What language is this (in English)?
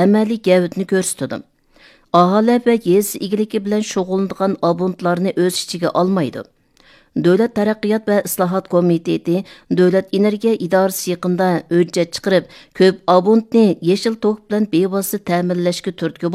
Uyghur